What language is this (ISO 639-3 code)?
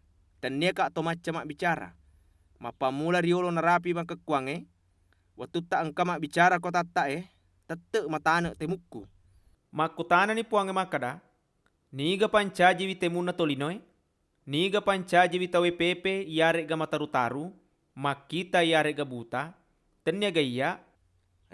bug